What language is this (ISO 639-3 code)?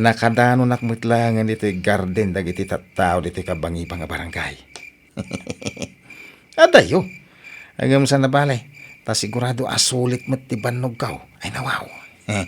ilo